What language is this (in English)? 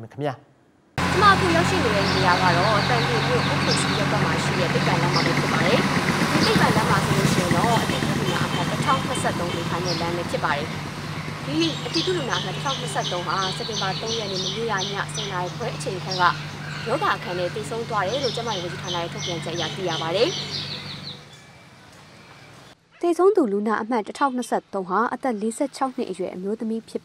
Burmese